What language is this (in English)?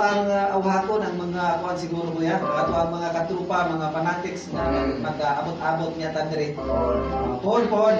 Cebuano